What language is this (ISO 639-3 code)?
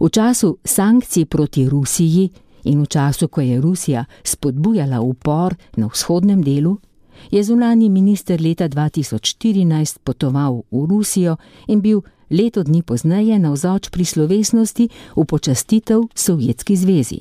slv